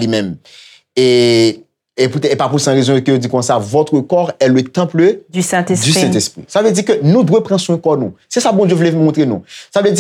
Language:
Haitian Creole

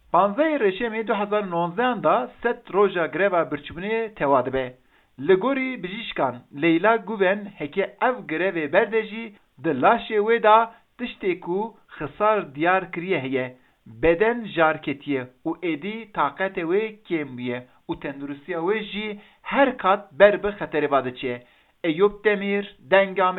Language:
Kurdish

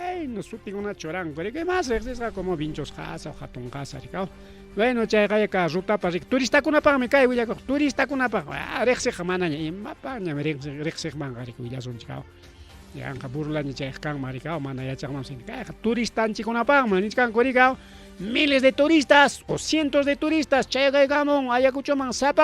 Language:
Ayacucho Quechua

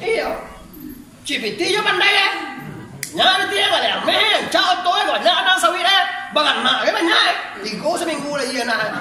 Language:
Minangkabau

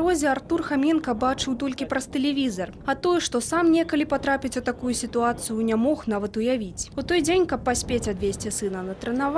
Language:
Belarusian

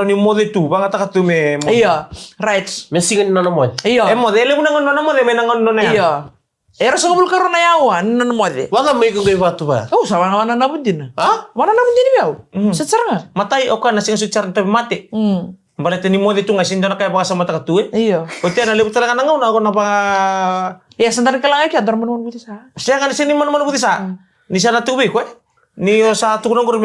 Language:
Fijian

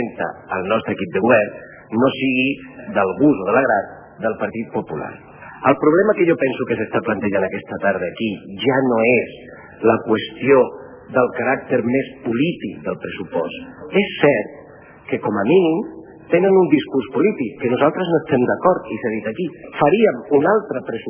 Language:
Catalan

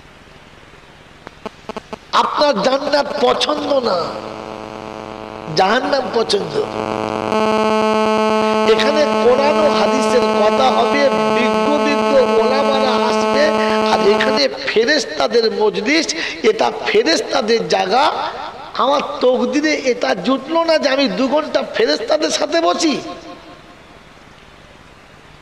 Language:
Bangla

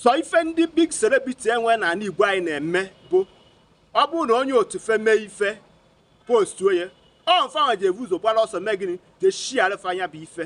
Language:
Igbo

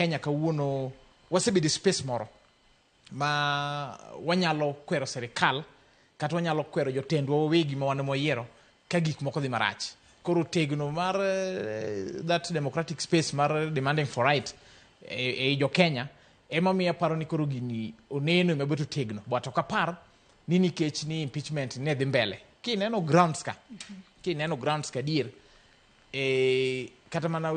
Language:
Luo (Kenya and Tanzania)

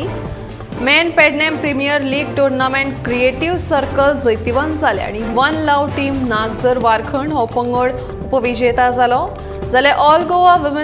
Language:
Konkani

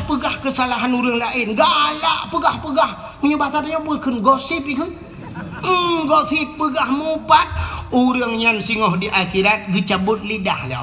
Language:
Achinese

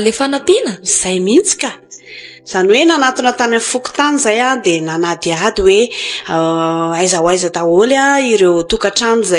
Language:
Malagasy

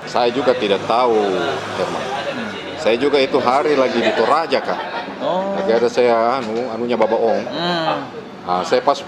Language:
Makassar Malay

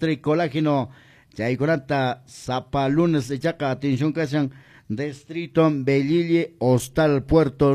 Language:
Quechua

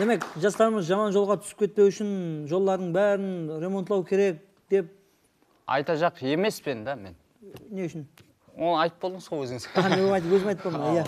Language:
Kara-Kalpak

